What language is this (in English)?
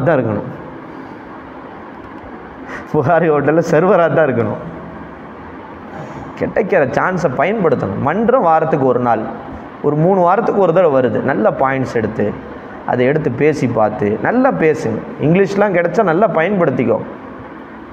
Tamil